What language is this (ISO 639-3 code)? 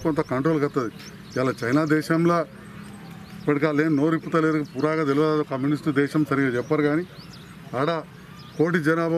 tel